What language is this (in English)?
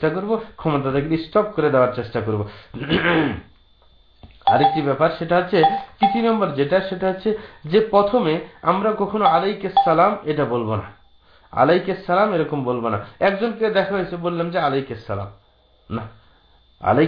Bangla